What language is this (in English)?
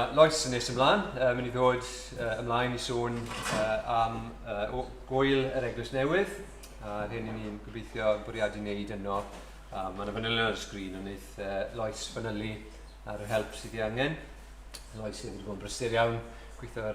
Welsh